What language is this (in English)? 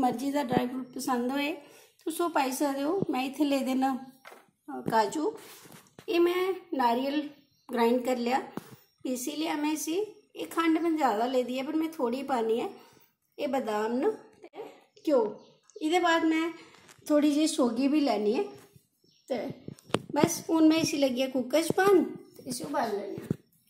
Dogri